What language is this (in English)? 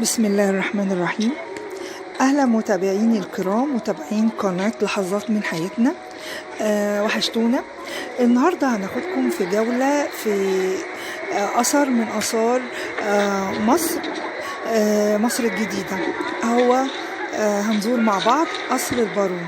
Egyptian Arabic